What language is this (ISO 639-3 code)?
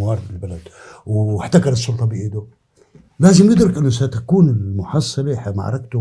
apc